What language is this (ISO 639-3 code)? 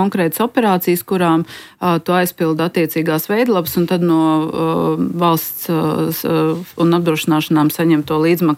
lav